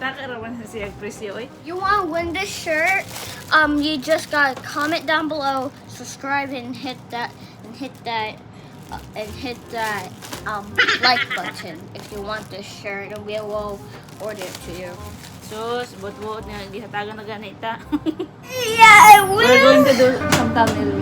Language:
Cebuano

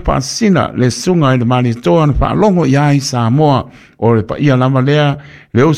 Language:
Samoan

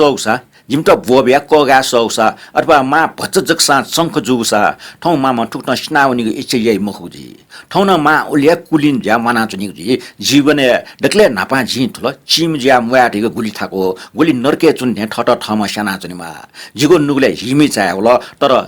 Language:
Newari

